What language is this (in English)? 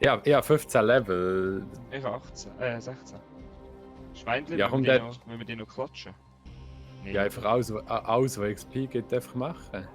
Swiss German